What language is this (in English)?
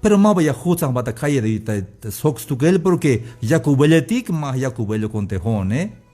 Tzeltal